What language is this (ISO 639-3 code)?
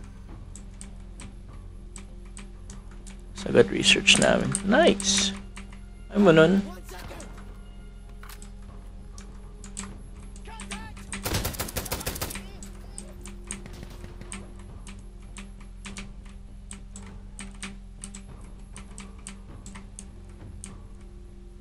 fil